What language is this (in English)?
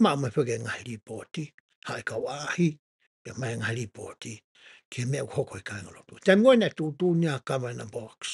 Tongan